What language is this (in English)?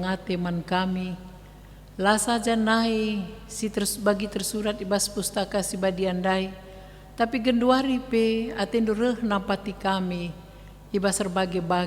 Batak Karo